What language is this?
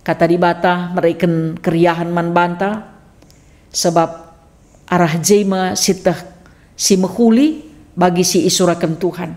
Batak Karo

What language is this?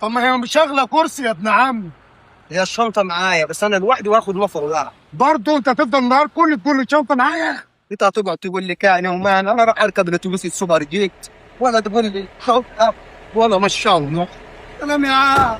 Egyptian Arabic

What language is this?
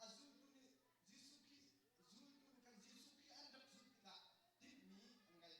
Hakha Chin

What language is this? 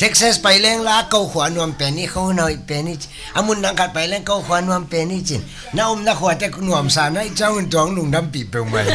Tedim Chin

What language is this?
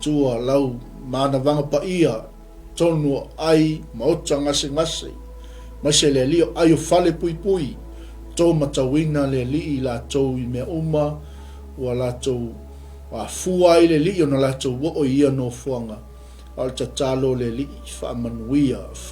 Samoan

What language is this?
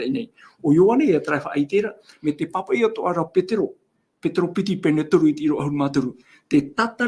Tahitian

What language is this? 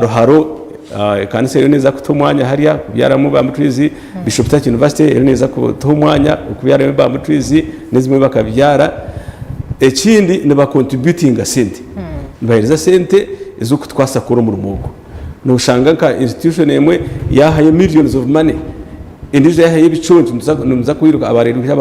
Nyankole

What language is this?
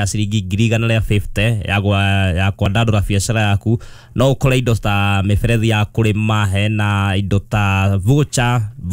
Kikuyu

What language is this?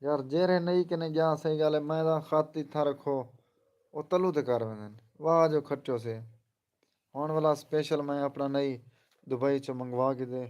Saraiki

